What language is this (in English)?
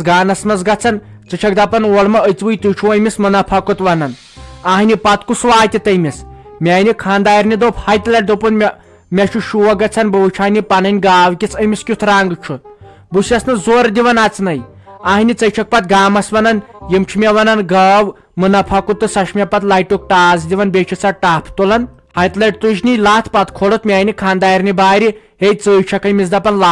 Kashmiri